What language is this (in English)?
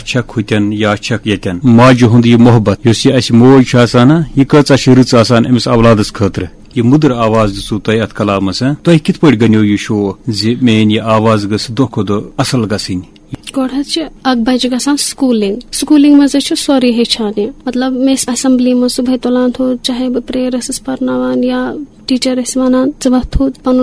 Kashmiri